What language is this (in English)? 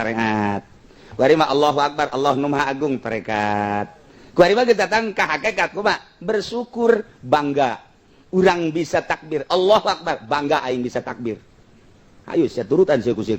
Sundanese